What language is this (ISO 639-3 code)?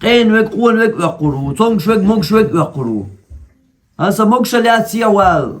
che